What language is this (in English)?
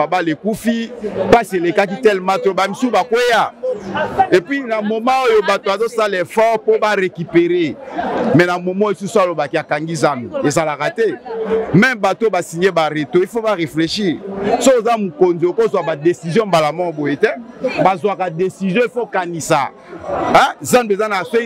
Lingala